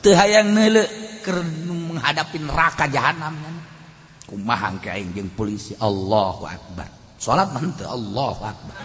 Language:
Sundanese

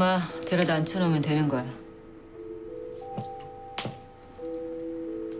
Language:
Korean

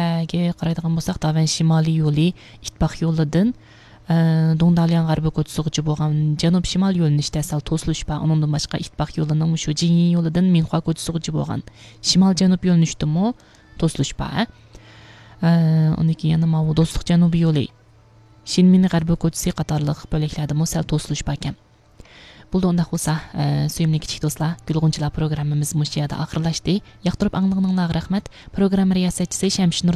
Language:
Uyghur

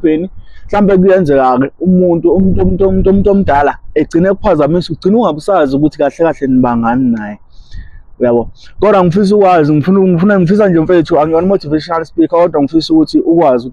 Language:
Zulu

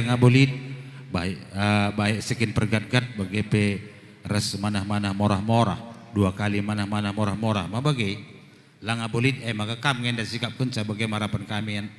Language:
Batak Karo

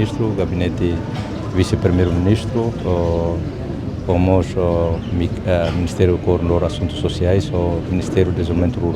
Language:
Tetum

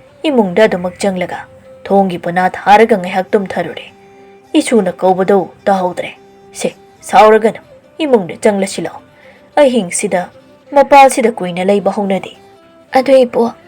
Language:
Manipuri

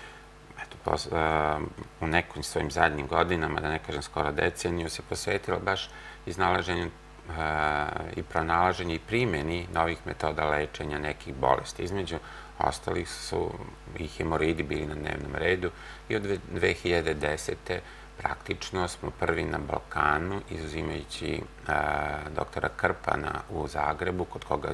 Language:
Serbian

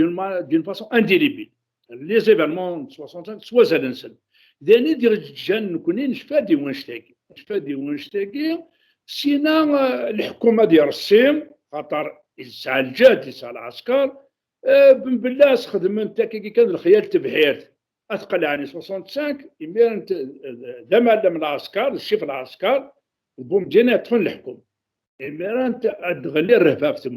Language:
Kabyle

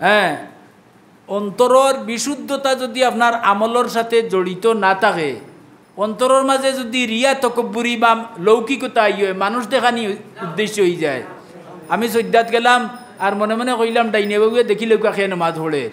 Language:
Sylheti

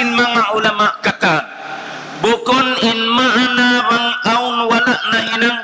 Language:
Tausug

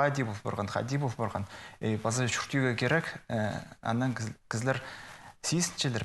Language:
Khakas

